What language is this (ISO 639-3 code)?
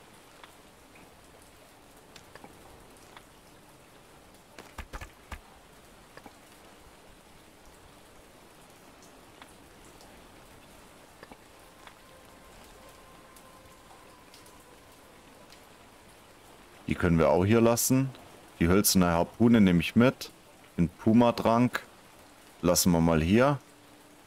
deu